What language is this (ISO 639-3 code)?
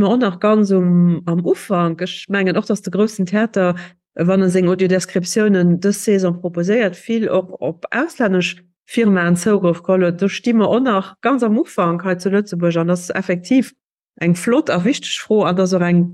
ltz